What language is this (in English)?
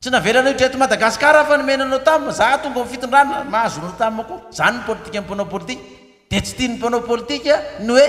Malagasy